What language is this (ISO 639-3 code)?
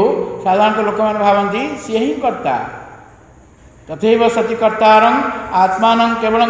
ori